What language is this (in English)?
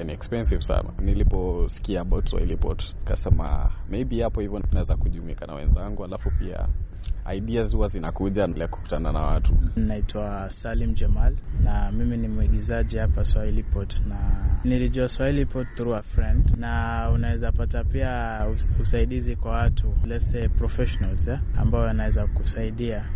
Swahili